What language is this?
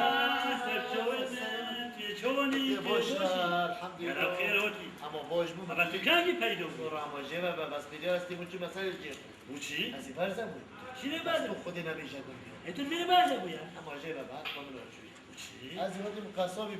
Kurdish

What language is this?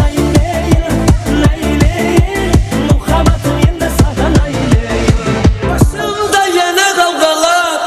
Kara-Kalpak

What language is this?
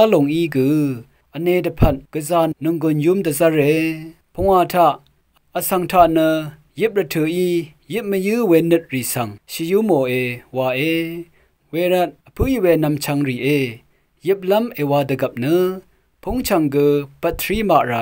Rawang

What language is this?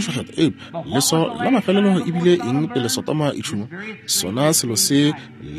Northern Sotho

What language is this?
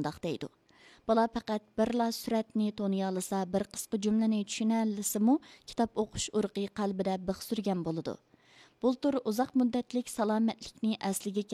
Uyghur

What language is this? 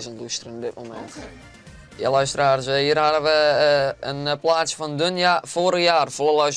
Western Frisian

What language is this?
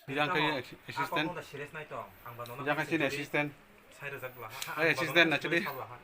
Kok Borok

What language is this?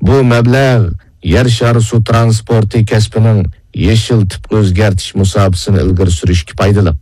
Uyghur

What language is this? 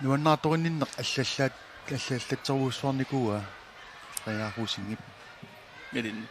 Kalaallisut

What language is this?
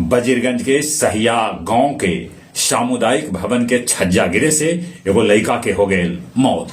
Magahi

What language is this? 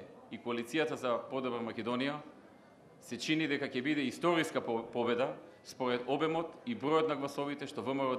Macedonian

